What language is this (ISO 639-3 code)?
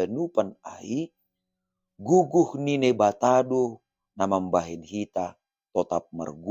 bts